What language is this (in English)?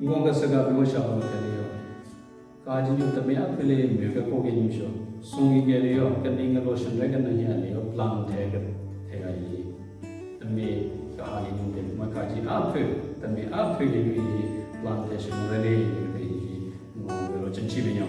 Southern Rengma Naga